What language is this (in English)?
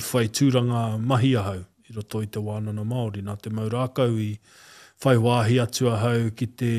Māori